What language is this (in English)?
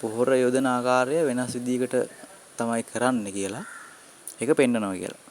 Sinhala